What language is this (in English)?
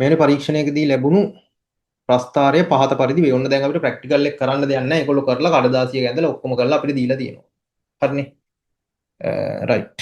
Sinhala